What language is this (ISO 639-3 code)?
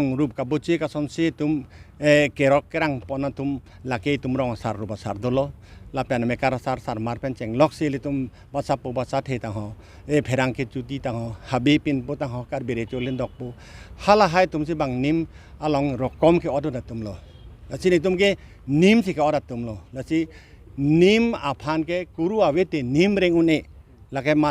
mjw